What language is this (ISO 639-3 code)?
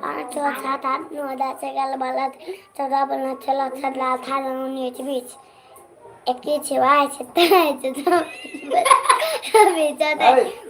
mai